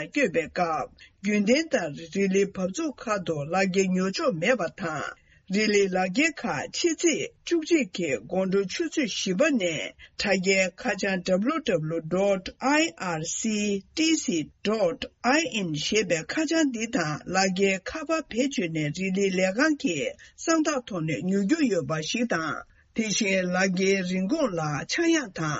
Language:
Tibetan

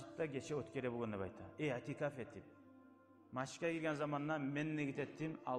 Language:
Kumyk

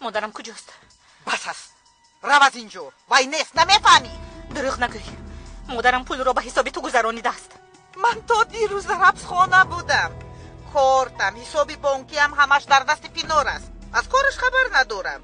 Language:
Tajik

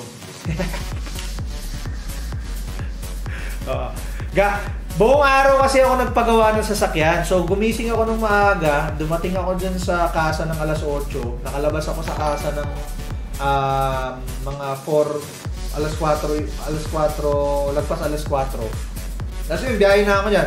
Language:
Filipino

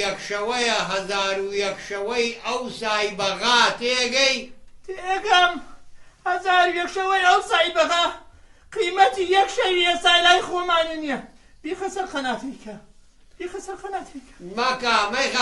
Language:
Central Kurdish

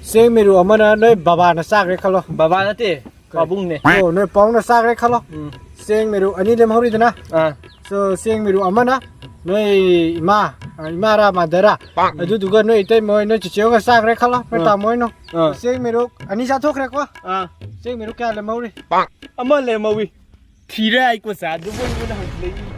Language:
Manipuri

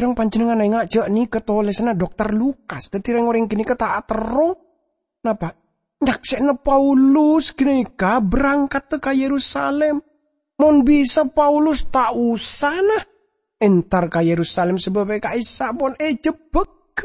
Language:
Madurese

